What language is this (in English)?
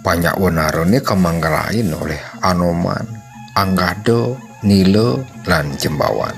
Balinese